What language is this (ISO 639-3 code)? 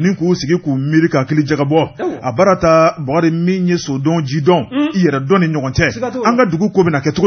bam